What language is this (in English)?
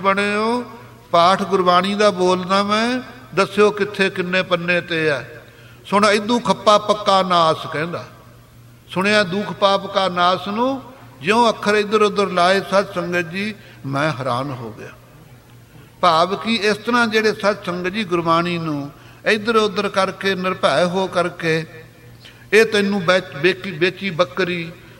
Punjabi